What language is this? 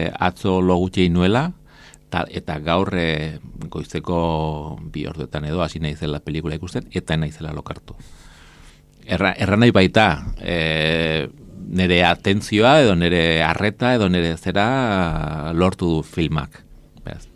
Basque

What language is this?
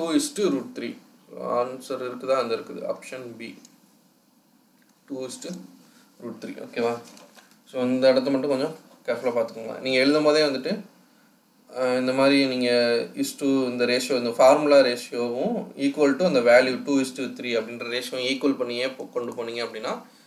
Tamil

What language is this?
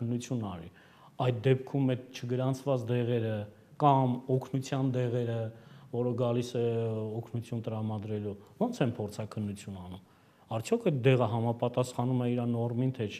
Armenian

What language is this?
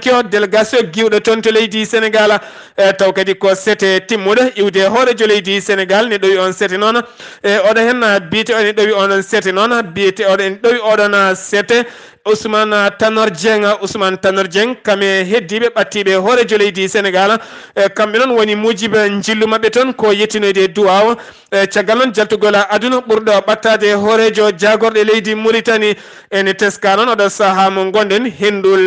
Fula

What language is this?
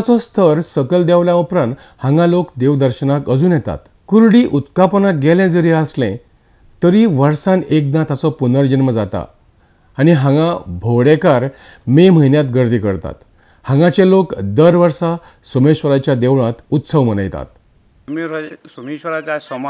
Konkani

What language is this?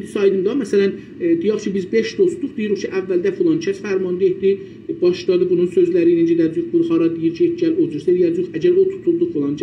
South Azerbaijani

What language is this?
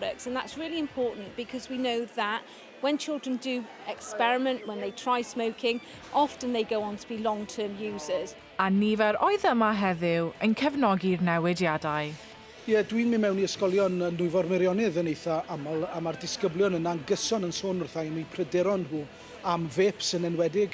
Welsh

